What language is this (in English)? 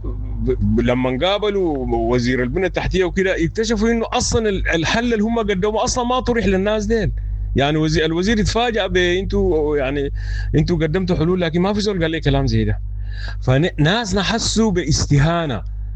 Sudanese Arabic